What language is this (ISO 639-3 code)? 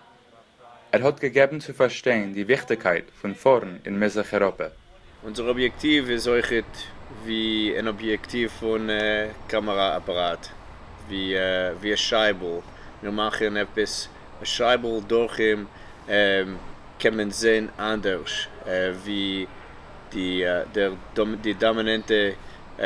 yid